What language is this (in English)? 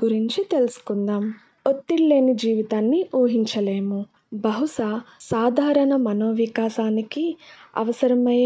Telugu